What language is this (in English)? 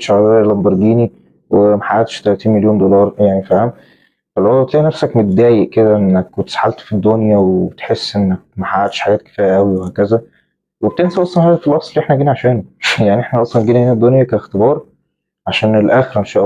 Egyptian Arabic